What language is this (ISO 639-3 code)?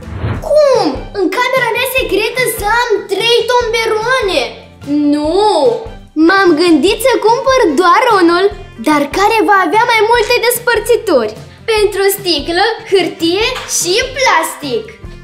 ron